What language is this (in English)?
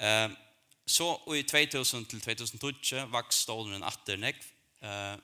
Faroese